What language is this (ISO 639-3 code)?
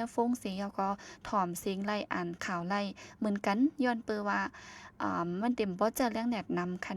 shn